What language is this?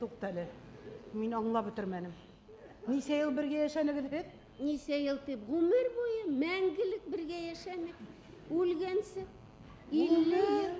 Bashkir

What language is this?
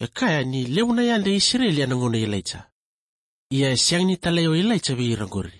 Fijian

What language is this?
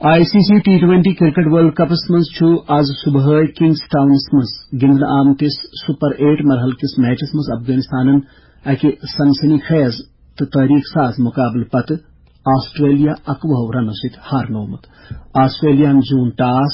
Kashmiri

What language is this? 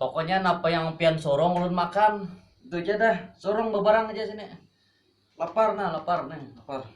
Banjar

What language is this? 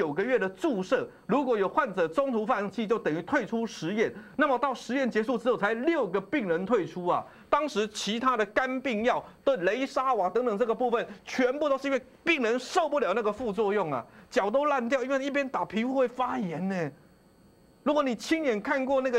Chinese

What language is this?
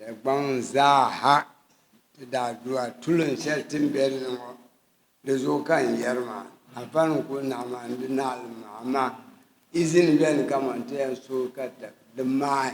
Dagbani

